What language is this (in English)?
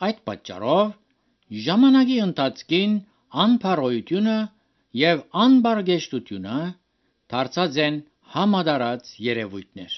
Armenian